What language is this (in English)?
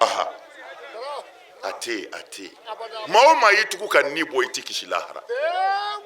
Bambara